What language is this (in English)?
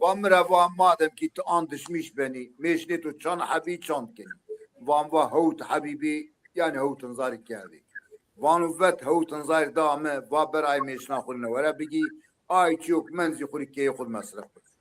Zaza